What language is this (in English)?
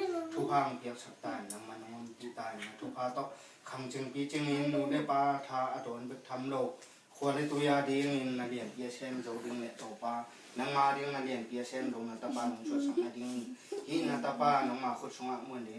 Tedim Chin